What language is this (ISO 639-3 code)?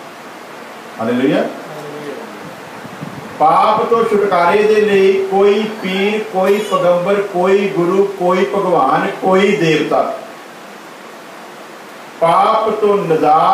pan